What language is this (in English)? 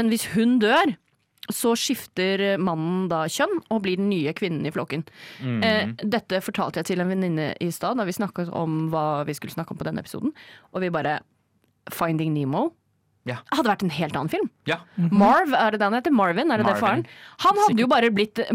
Norwegian